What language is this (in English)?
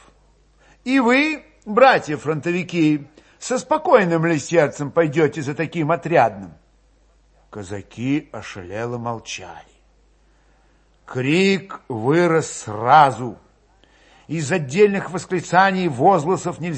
Russian